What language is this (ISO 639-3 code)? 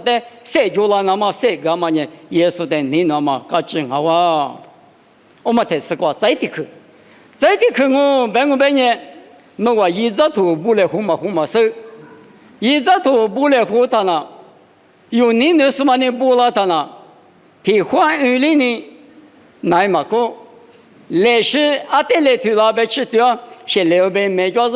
lis